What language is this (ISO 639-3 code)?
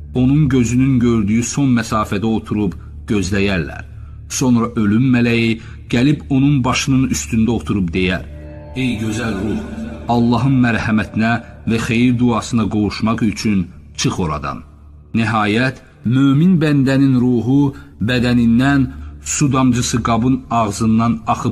aze